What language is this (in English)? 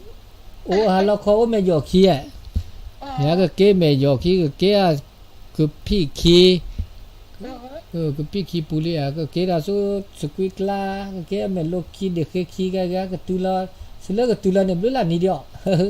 S'gaw Karen